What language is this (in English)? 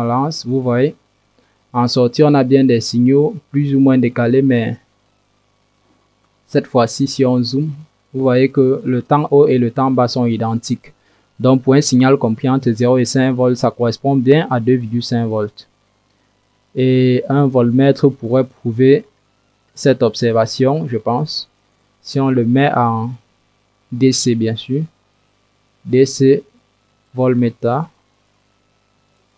French